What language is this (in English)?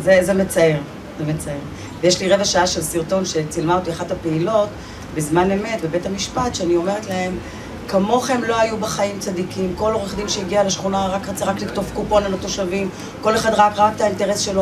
Hebrew